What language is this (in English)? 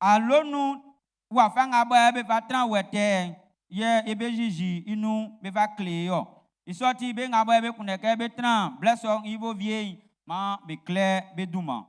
Baoulé